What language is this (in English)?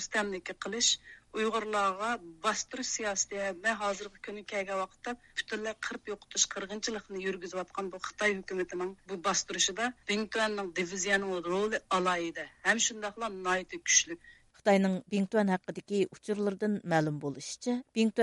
Uyghur